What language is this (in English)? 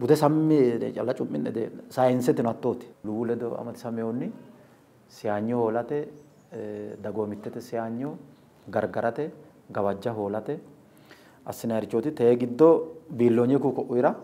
Sidamo